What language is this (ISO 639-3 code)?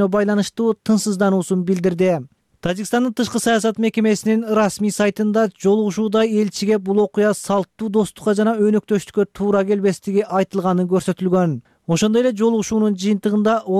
kir